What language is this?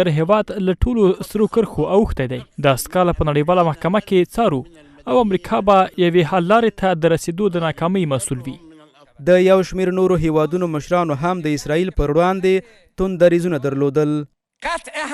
Pashto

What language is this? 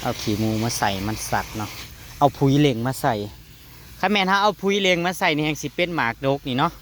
Northeastern Thai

